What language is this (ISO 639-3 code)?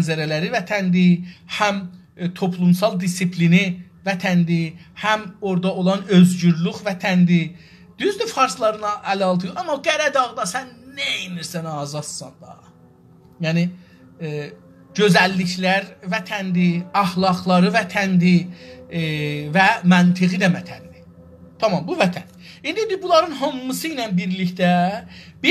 azb